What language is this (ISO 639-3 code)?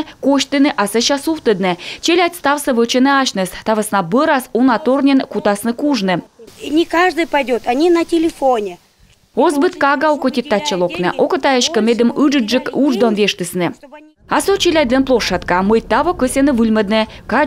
kom